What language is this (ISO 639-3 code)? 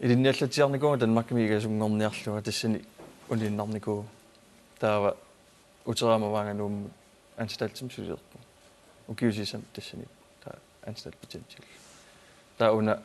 kal